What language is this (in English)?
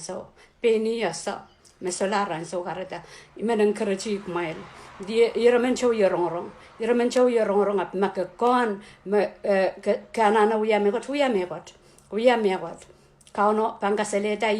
Pohnpeian